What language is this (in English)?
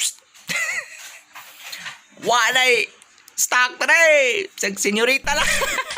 Cebuano